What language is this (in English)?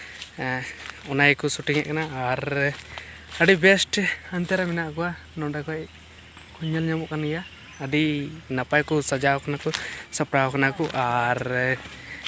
Santali